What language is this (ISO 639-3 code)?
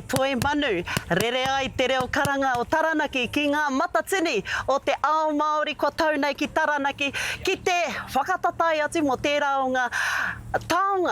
mri